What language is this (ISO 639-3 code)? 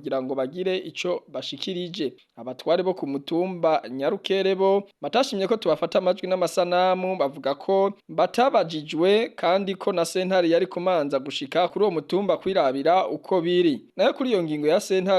run